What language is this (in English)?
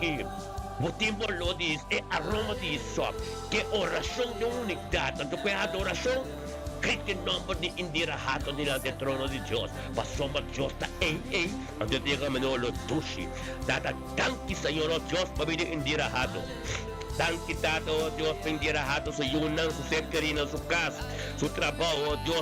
Papiamento